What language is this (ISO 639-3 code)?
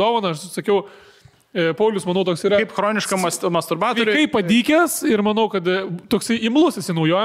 lit